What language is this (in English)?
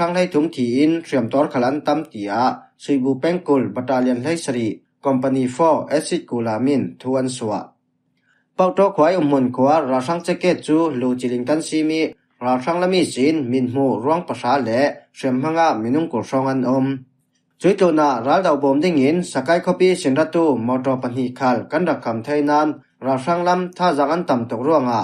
Falam Chin